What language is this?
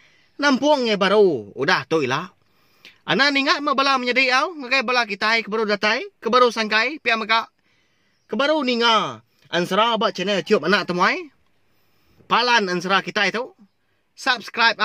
Iban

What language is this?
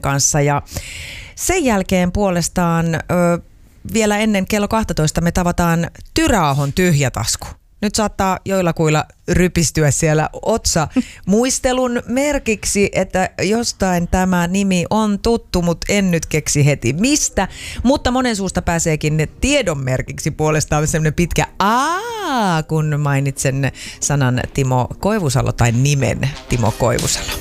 Finnish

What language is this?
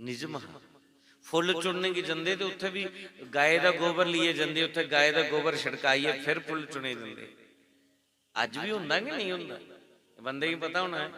Dogri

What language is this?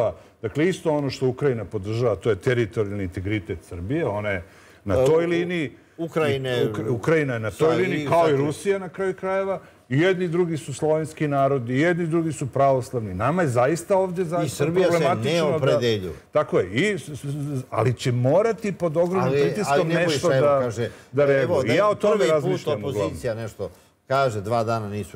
Serbian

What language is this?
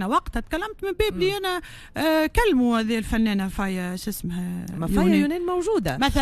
Tunisian Arabic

